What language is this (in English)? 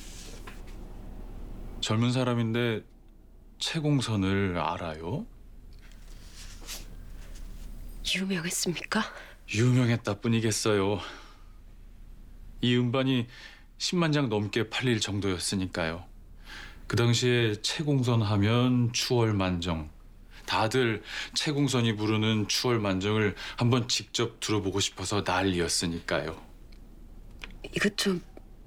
Korean